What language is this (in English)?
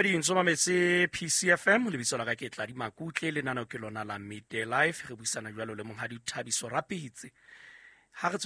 Southern Sotho